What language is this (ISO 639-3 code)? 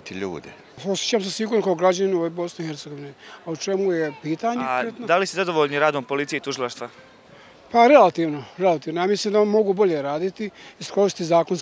bos